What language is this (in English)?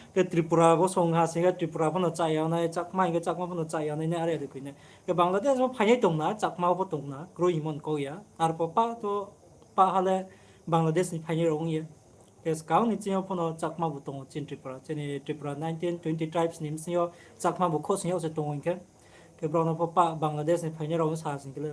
Riang (India)